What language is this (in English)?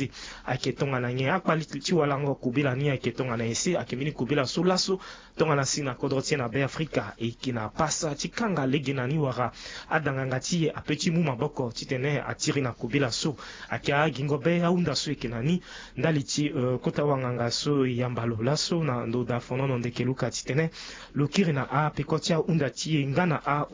Sango